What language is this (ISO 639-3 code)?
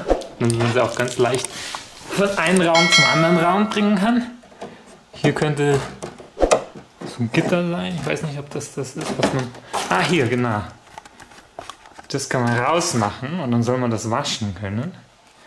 deu